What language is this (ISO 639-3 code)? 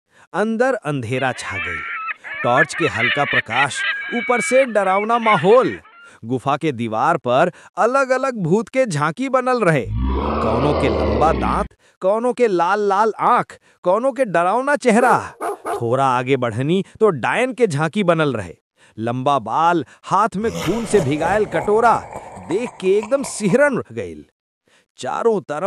bho